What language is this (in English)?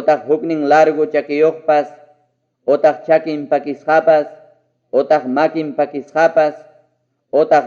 Ayacucho Quechua